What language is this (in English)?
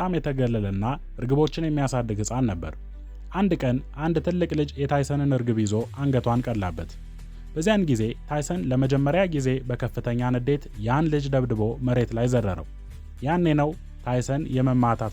Amharic